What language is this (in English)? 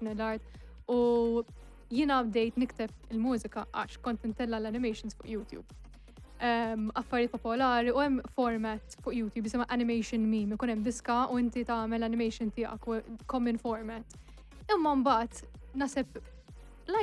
Maltese